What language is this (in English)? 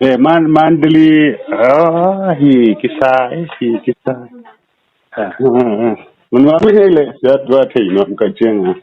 Tedim Chin